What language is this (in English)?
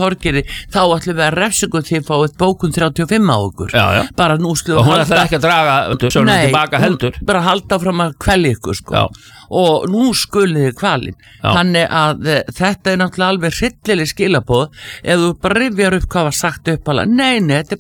Icelandic